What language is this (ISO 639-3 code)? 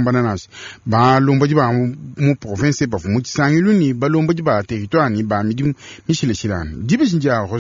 lua